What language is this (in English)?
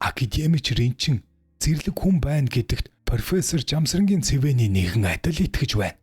Mongolian